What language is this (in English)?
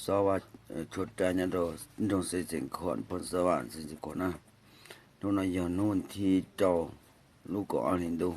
Hmong